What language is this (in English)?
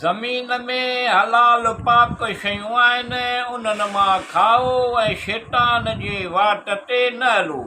Sindhi